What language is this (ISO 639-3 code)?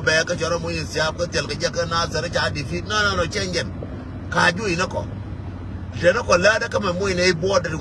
nus